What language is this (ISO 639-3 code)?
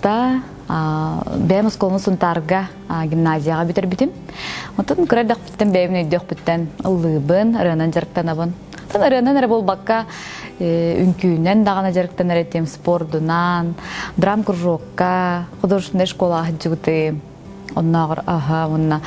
sah